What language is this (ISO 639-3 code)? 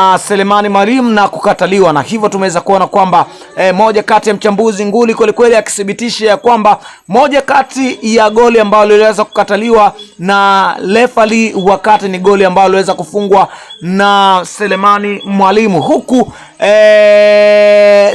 swa